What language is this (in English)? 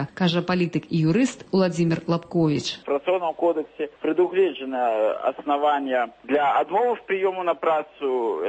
Belarusian